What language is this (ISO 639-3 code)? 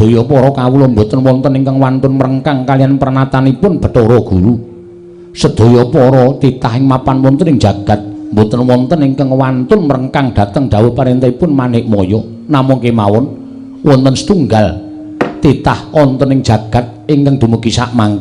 jav